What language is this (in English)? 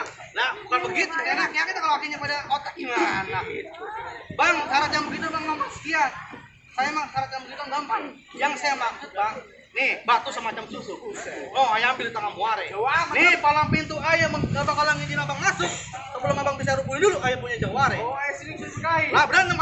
Betawi